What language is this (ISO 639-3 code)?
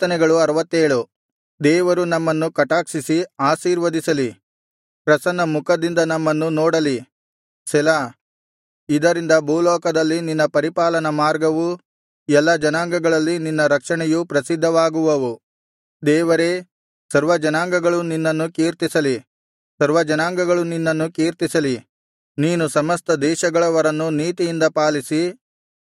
kan